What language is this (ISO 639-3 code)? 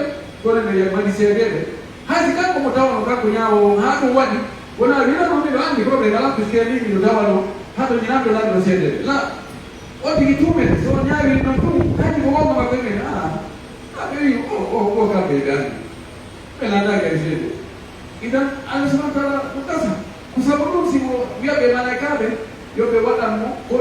fuf